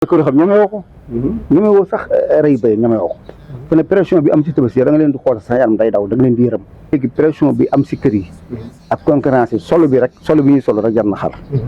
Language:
Wolof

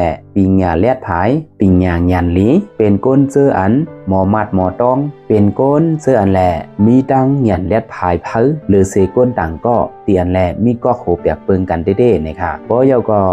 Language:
Shan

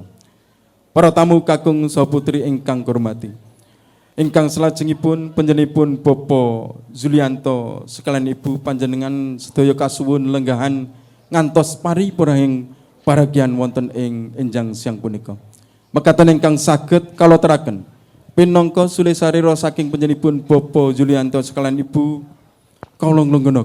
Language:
Javanese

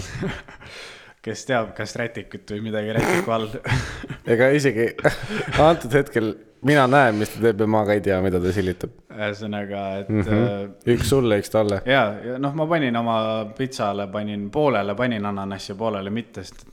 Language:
Estonian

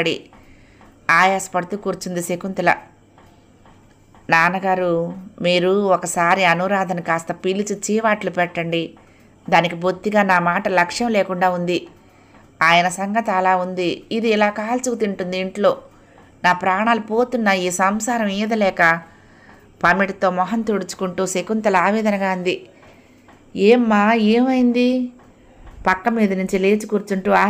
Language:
Telugu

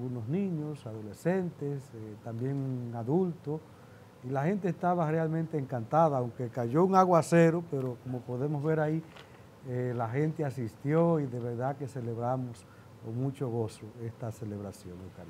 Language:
Spanish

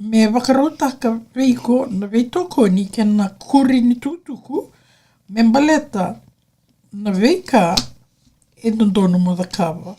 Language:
Fijian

